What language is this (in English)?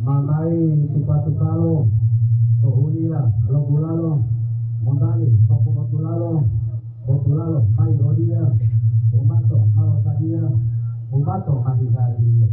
Gorontalo